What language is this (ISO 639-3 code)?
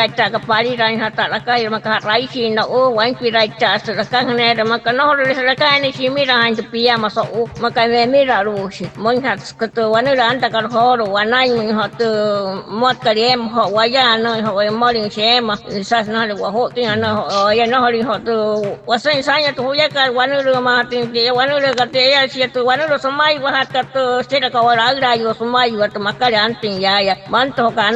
guc